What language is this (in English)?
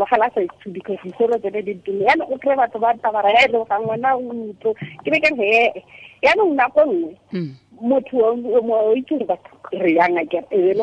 Tswana